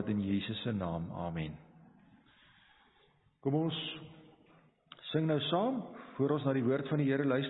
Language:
Afrikaans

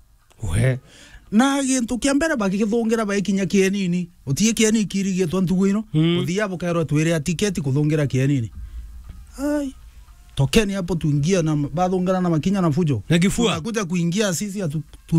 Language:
Meru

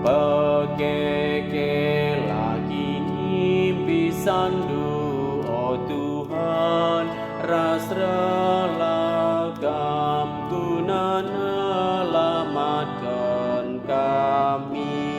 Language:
Batak Karo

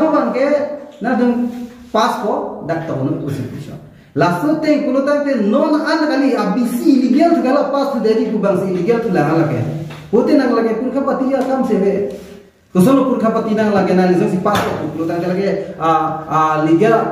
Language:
Karbi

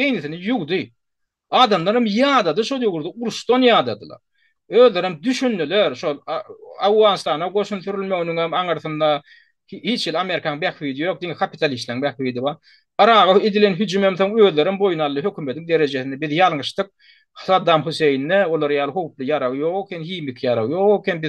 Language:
Turkmen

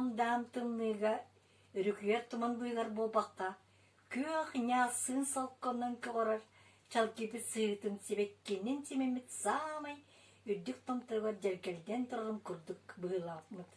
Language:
Yakut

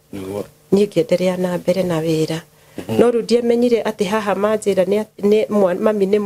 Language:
Kikuyu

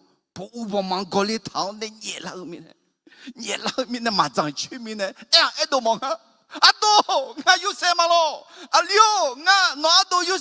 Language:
Akha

